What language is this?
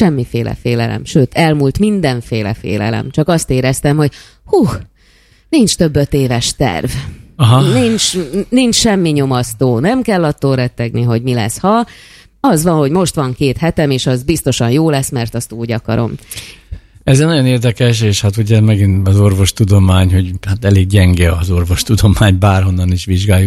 Hungarian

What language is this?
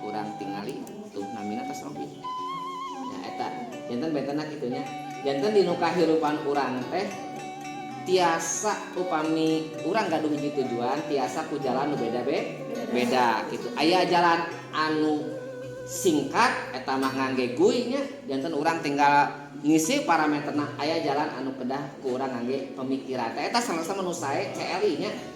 Sundanese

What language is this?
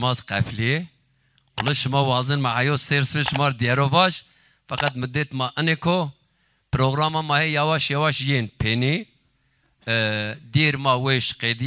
Zaza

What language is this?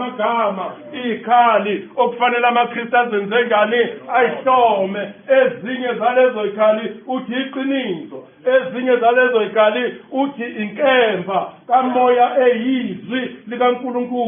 Zulu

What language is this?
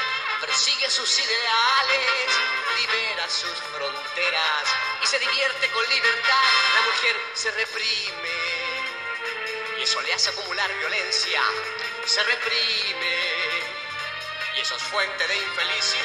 Spanish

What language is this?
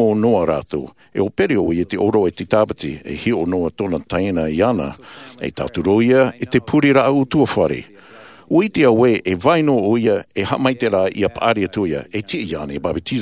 Tahitian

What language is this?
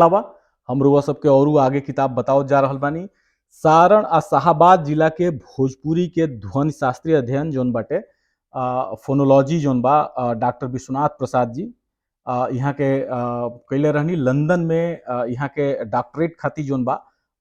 Bhojpuri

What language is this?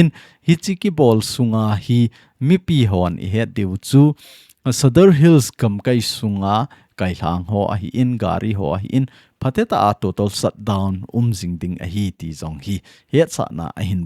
Thado Chin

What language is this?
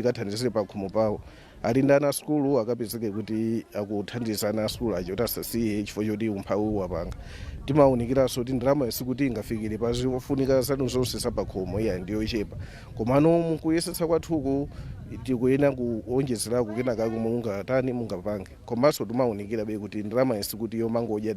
Nyanja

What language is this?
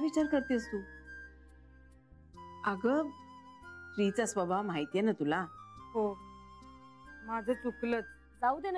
Marathi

